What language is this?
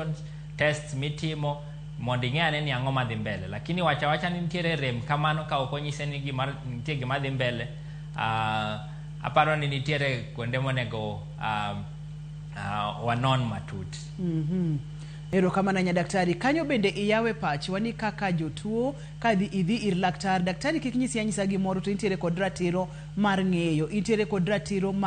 Luo (Kenya and Tanzania)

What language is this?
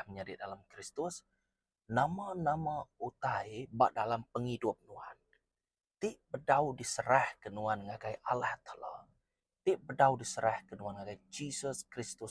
Iban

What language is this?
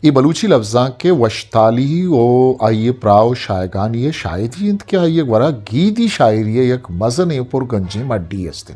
Eastern Balochi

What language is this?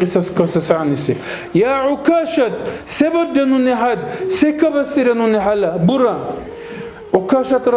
Dargwa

